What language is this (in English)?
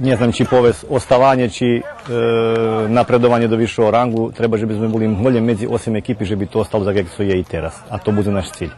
Rusyn